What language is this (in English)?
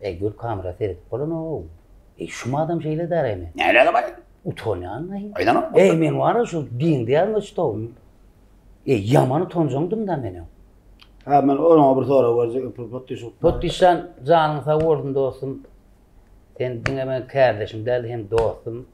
Turkmen